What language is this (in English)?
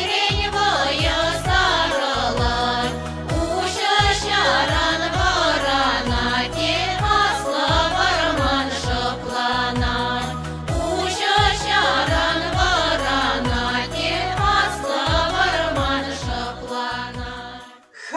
Chuvash